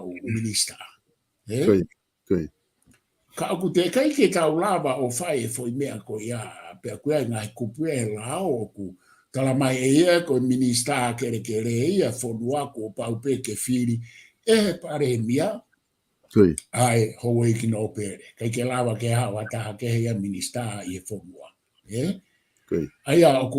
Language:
Tongan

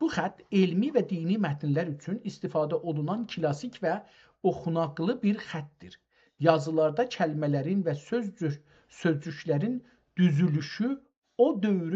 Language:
South Azerbaijani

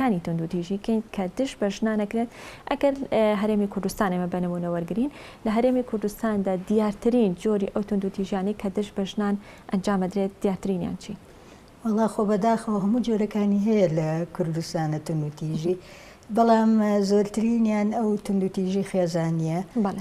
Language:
Central Kurdish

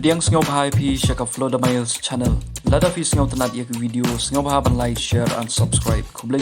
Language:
Khasi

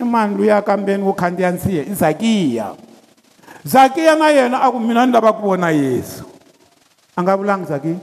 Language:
Tsonga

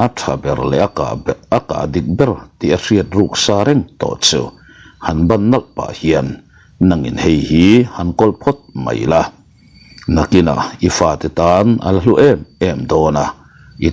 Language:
Mizo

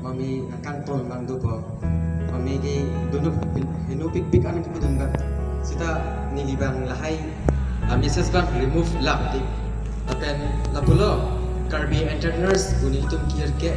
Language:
Karbi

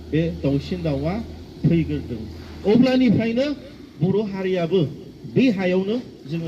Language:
Bodo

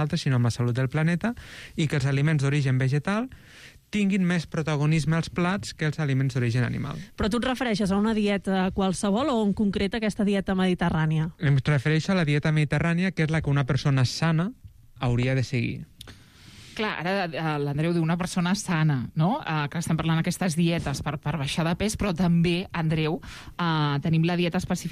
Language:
Catalan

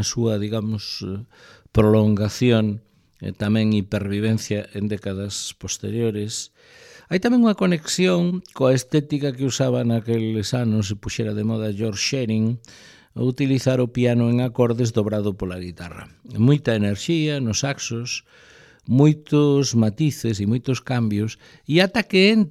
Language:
Galician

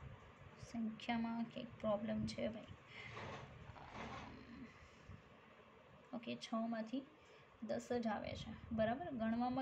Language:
Gujarati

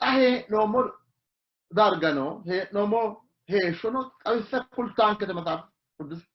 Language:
Sidamo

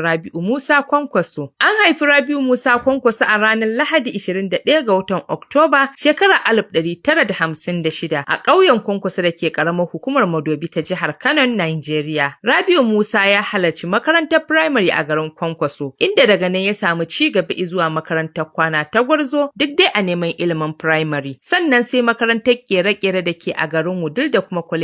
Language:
Hausa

